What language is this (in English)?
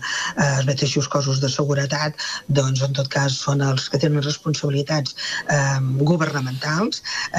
Catalan